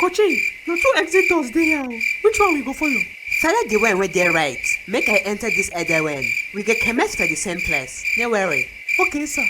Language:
Nigerian Pidgin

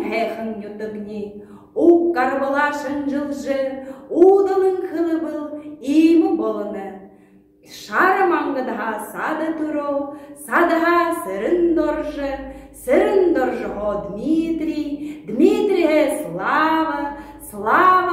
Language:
Buriat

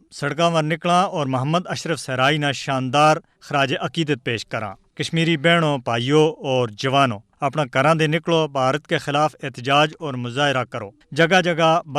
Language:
Gujari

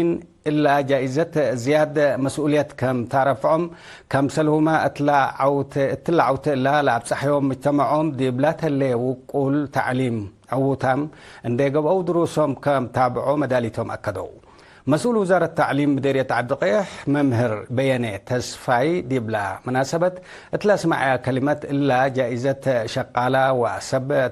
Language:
Tigre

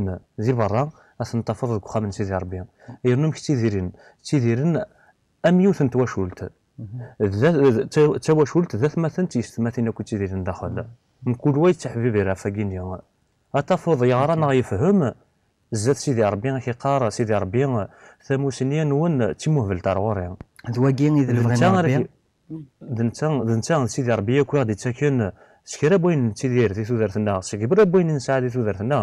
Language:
Kabyle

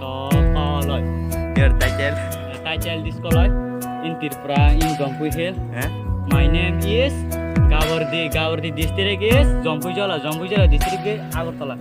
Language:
Kok Borok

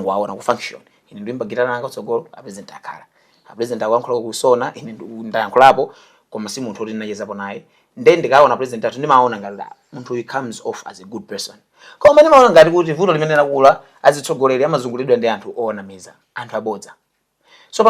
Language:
Nyanja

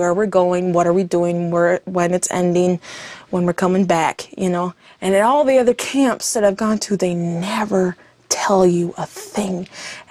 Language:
English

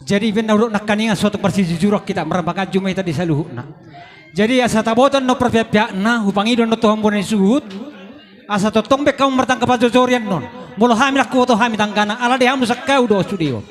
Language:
Batak Toba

